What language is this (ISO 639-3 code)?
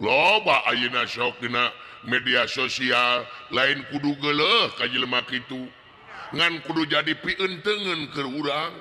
sun